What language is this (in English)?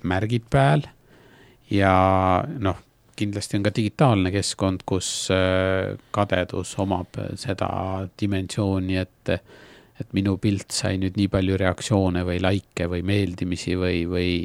Estonian